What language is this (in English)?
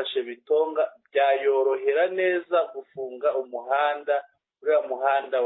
Kinyarwanda